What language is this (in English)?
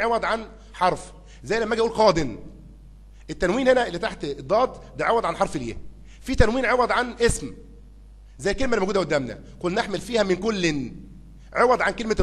Egyptian Arabic